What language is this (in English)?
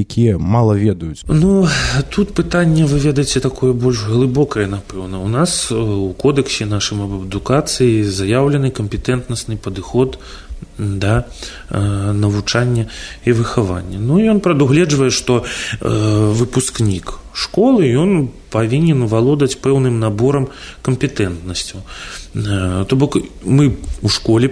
Belarusian